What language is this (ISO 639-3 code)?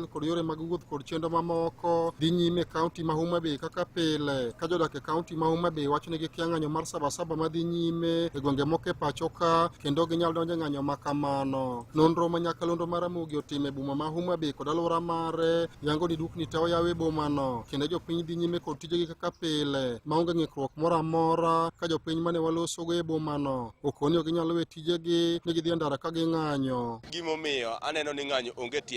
luo